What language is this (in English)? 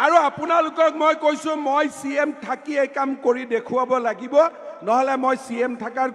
Assamese